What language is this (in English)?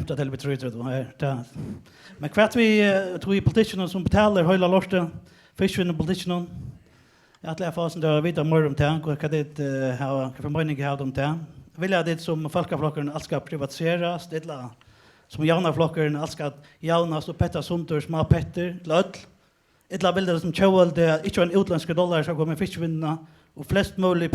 Faroese